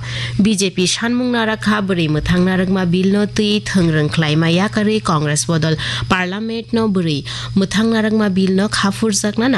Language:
Kok Borok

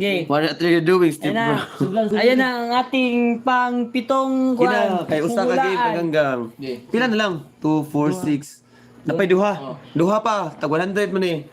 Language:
Cebuano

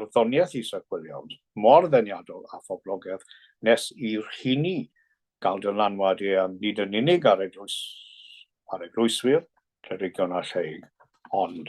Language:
Welsh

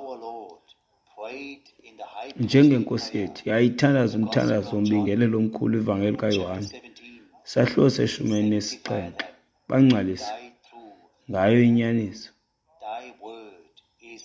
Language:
Xhosa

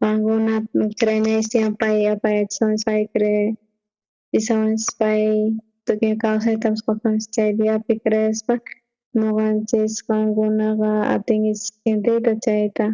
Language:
South Bolivian Quechua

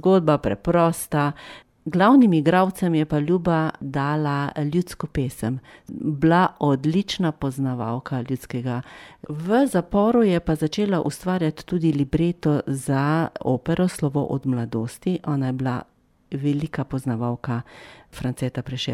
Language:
Slovenian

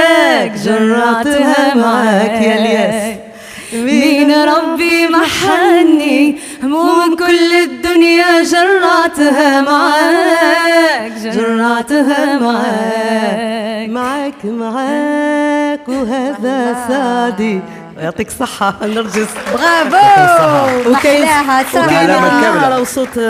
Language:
Algerian Arabic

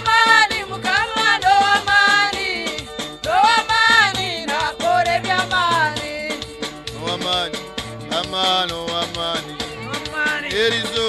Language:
Nyankole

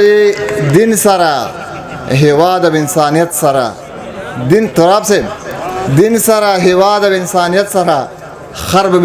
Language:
Pashto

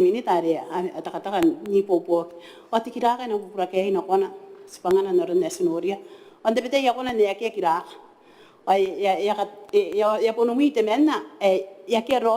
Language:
Gilbertese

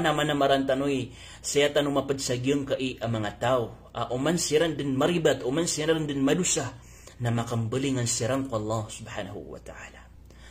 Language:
Maranao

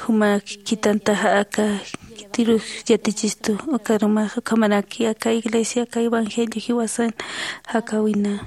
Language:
Aymara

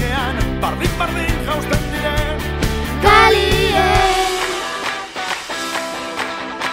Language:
Basque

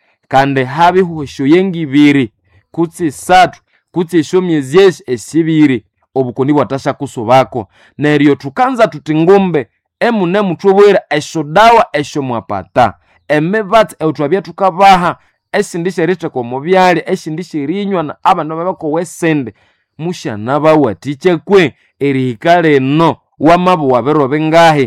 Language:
Nande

